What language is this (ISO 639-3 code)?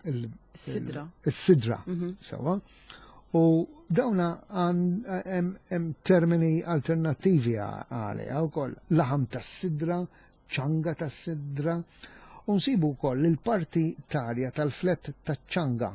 mlt